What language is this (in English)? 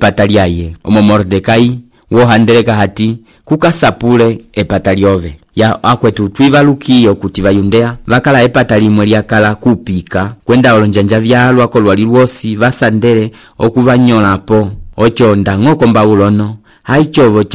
Umbundu